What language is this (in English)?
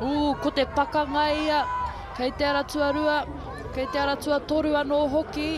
Māori